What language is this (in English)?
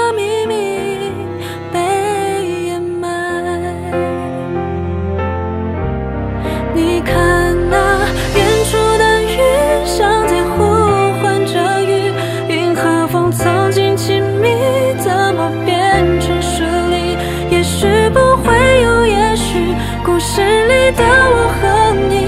Chinese